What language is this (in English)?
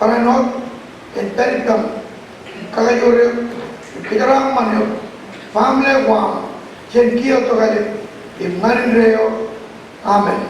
Marshallese